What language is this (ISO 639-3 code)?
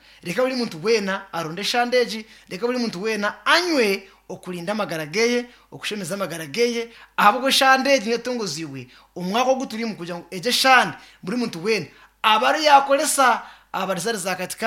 nyn